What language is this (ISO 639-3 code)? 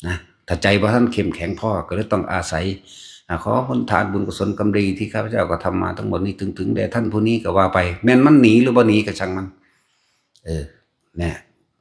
tts